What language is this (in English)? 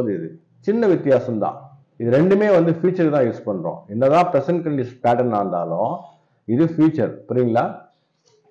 Tamil